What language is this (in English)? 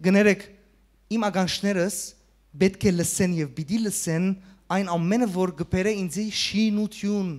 Western Armenian